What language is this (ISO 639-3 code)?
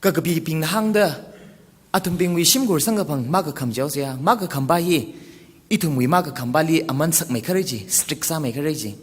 nmf